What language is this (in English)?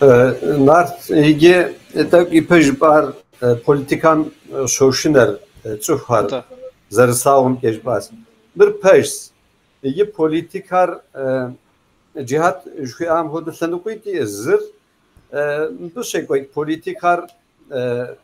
Kabardian